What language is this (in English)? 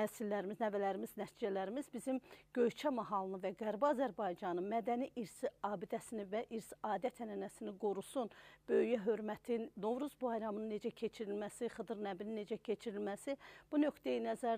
Azerbaijani